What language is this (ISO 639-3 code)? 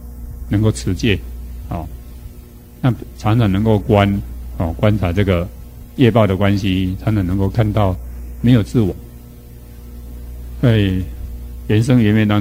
zho